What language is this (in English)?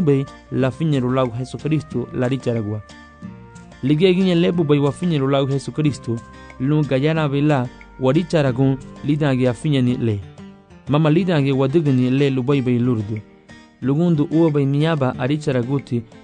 Garifuna